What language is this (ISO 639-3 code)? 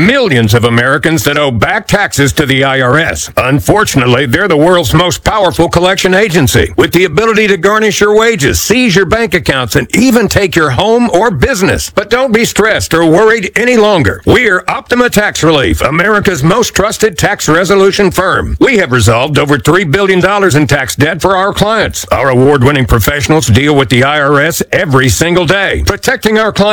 eng